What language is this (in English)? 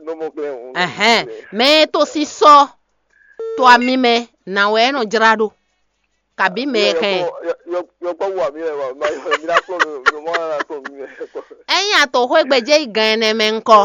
Fon